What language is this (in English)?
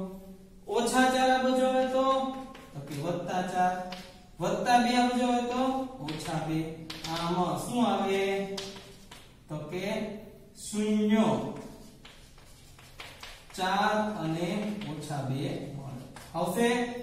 Gujarati